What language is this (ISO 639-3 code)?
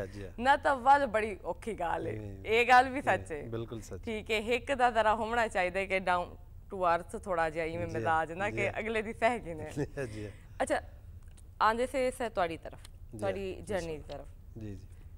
skr